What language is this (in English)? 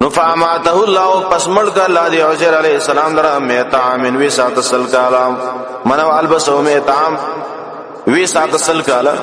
Pashto